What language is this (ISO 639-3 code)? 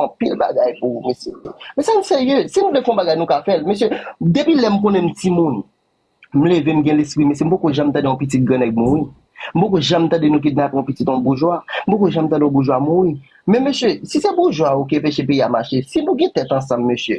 hat